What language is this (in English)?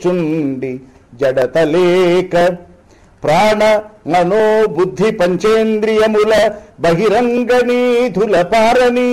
Telugu